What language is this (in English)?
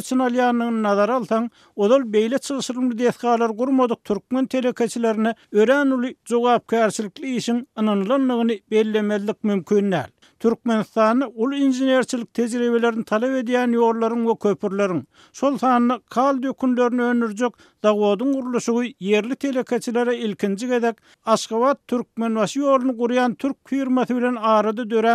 Turkmen